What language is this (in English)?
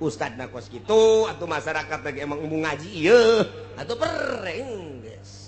Sundanese